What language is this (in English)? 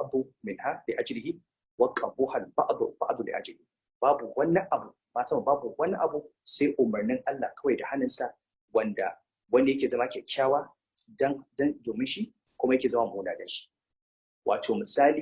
Hausa